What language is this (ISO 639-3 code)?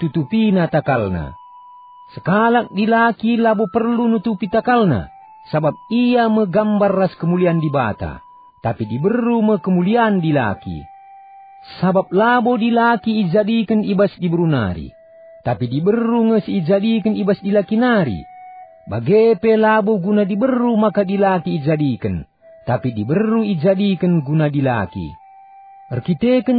btx